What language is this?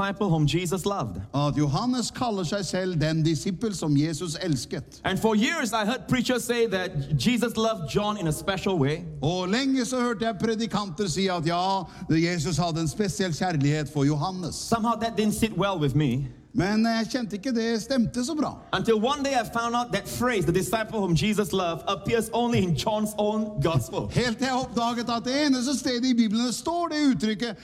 Norwegian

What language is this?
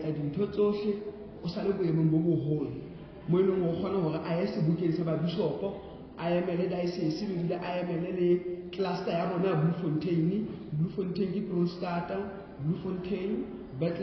Southern Sotho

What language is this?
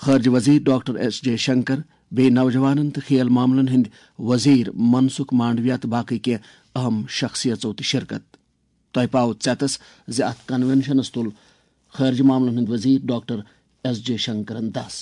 Kashmiri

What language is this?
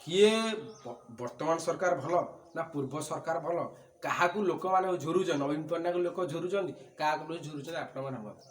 Odia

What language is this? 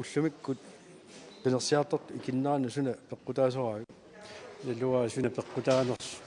Kalaallisut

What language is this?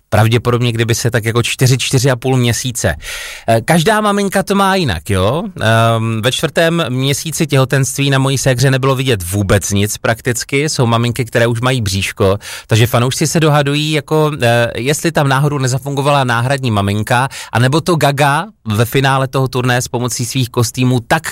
Czech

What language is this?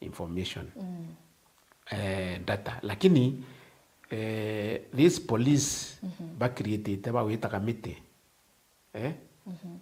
Meru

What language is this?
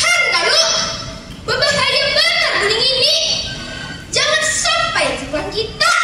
Banjar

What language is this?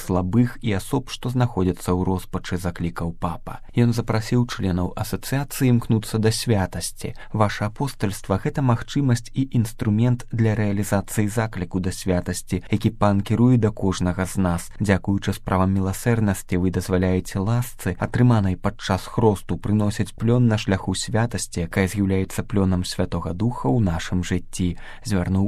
Belarusian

